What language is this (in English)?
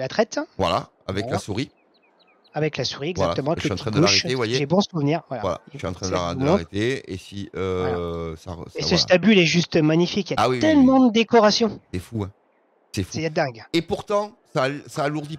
French